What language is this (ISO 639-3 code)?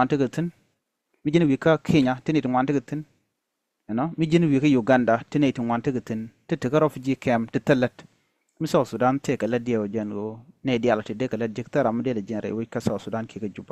nus